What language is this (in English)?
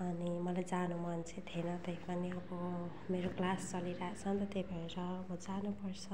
Nepali